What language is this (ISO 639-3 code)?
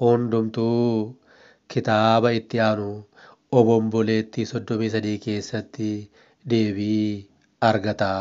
orm